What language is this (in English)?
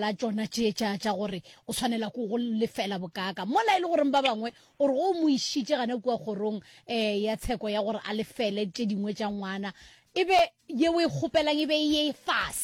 Northern Sotho